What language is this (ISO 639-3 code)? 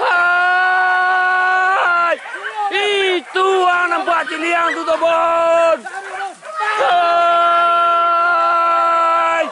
min